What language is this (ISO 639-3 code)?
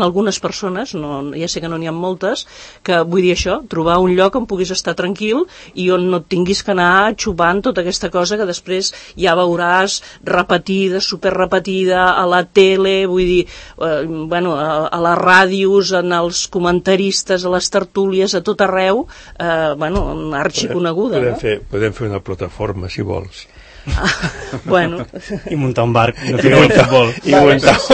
cat